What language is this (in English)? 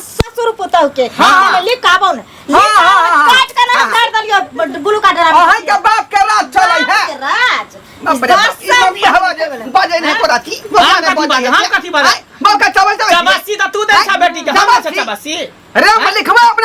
Maithili